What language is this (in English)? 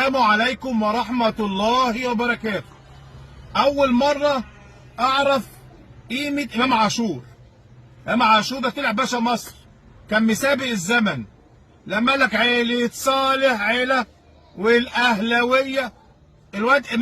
Egyptian Arabic